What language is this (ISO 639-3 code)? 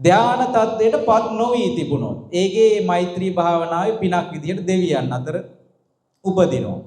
sin